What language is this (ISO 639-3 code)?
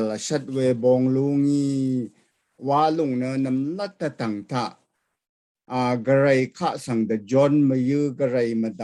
raw